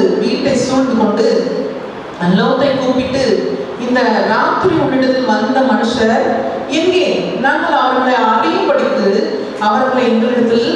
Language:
Tamil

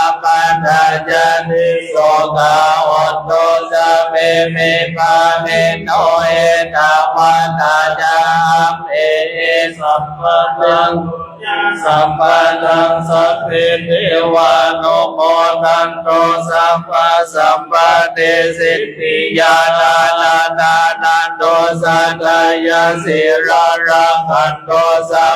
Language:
Pali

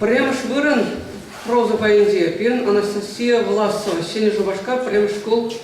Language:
Chuvash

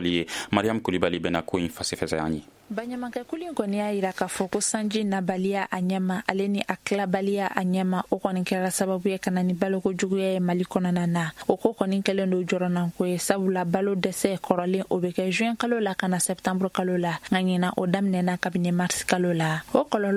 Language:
Bambara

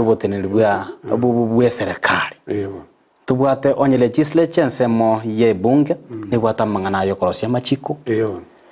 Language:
Gusii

